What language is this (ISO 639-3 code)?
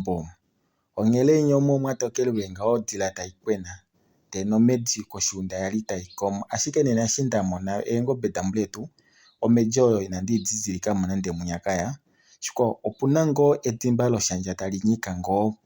kua